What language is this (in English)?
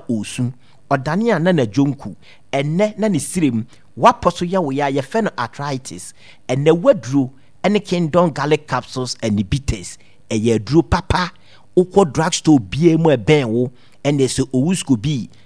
Akan